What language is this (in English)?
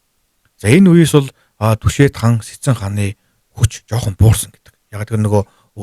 Mongolian